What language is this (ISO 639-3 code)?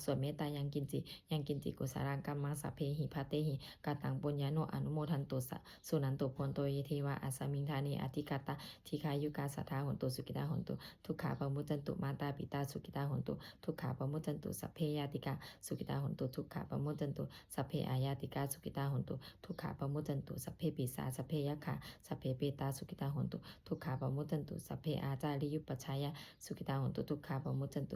pli